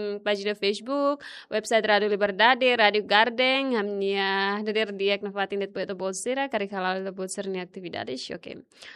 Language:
Tetum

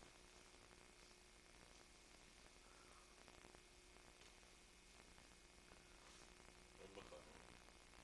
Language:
Persian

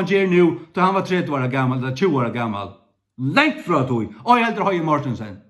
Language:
Faroese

